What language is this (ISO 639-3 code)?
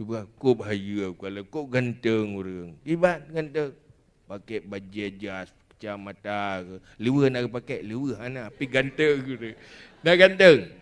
ace